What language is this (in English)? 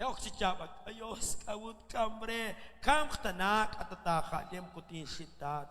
Kekchí